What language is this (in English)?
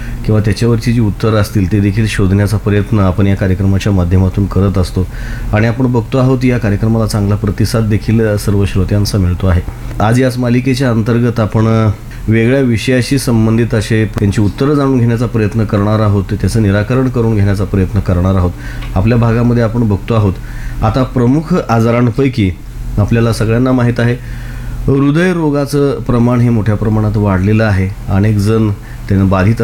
Marathi